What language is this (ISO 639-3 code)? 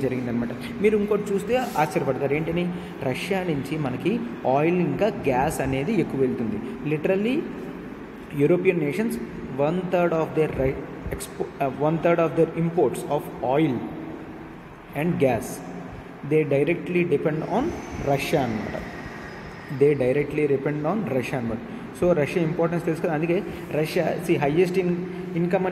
tel